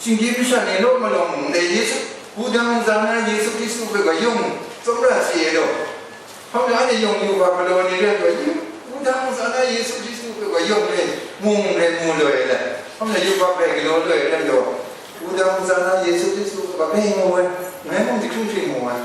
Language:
Kachin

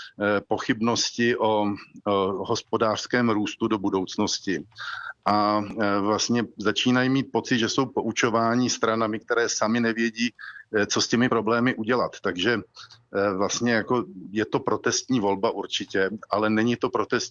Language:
Czech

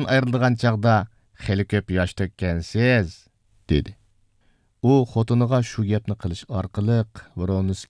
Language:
Uyghur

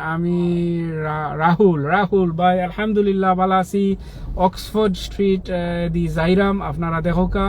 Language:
Sylheti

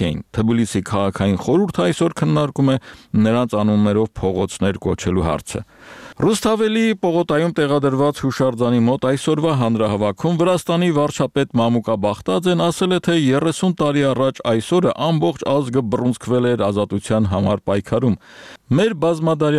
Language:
Armenian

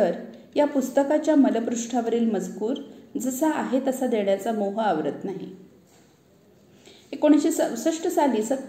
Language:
Marathi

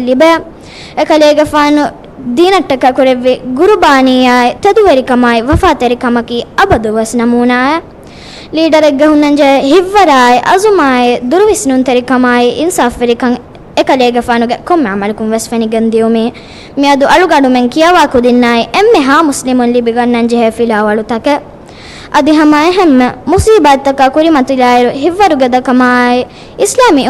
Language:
Divehi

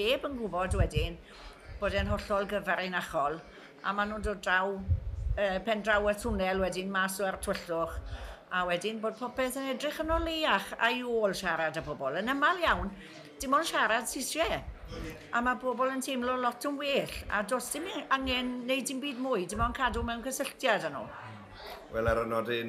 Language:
Welsh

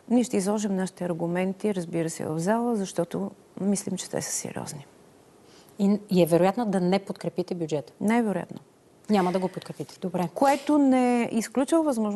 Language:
Bulgarian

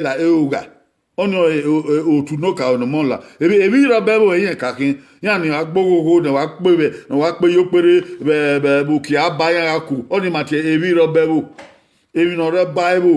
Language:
Bini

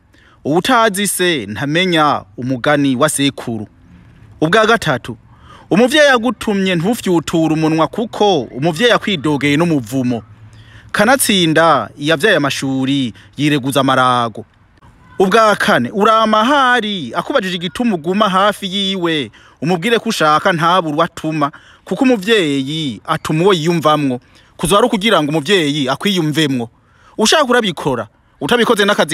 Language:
Rundi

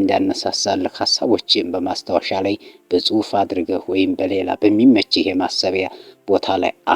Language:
Amharic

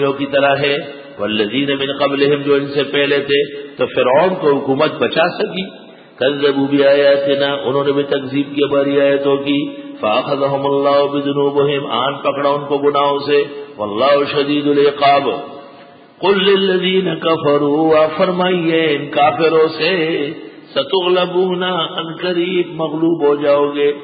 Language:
Urdu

